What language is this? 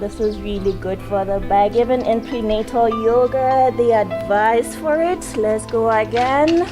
Tswana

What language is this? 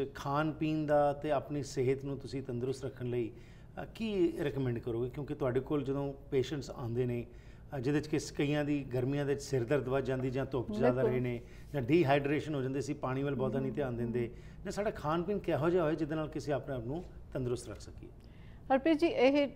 Punjabi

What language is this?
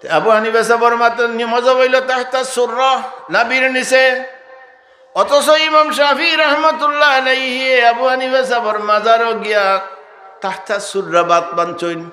Sylheti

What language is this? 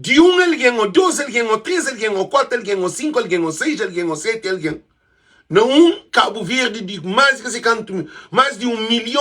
Kabuverdianu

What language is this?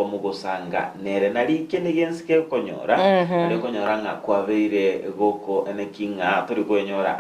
Gusii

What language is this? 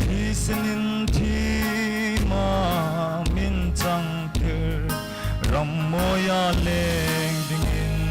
Hmar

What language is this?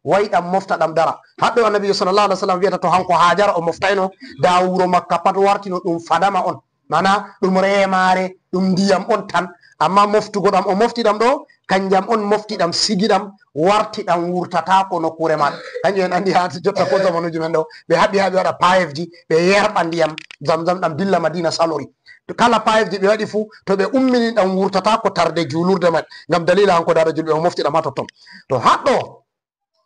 Fula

